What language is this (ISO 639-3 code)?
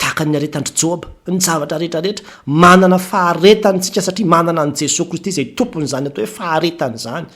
mlg